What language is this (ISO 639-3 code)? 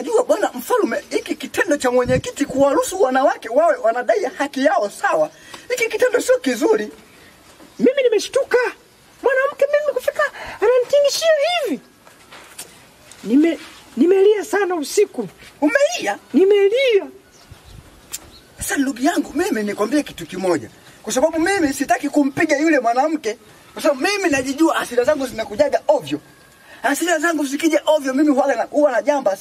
swa